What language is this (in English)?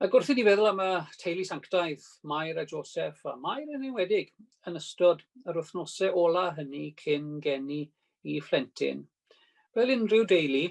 Welsh